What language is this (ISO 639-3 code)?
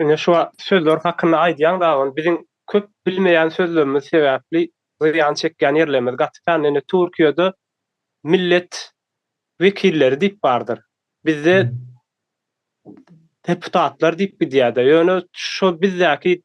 tuk